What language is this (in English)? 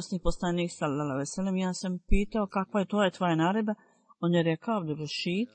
Bosnian